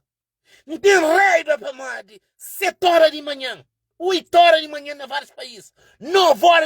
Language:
Kabuverdianu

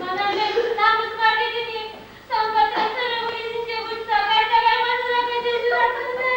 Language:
Chuvash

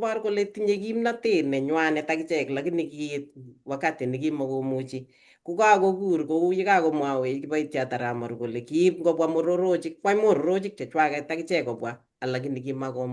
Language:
Kalenjin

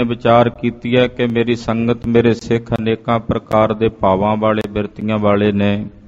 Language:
Punjabi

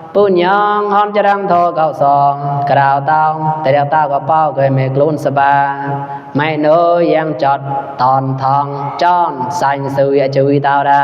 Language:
Mon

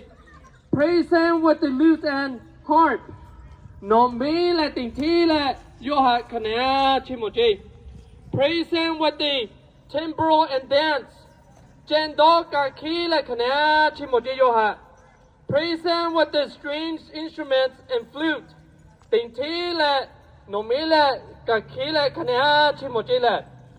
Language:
Lahu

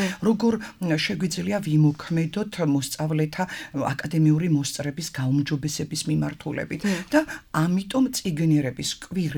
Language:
Georgian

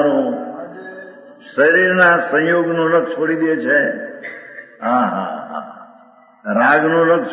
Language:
Gujarati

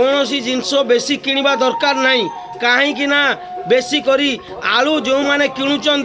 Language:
Odia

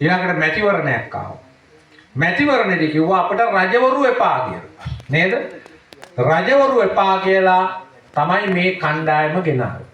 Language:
Sinhala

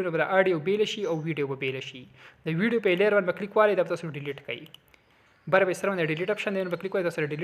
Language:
Pashto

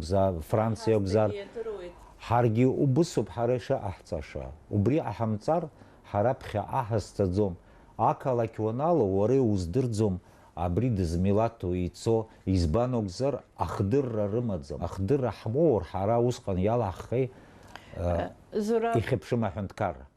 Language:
Abkhazian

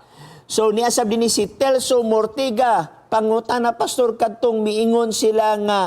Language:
Cebuano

